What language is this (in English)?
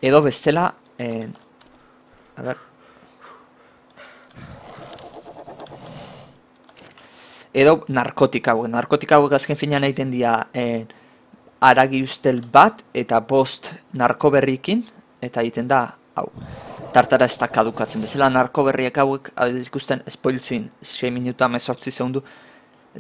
Basque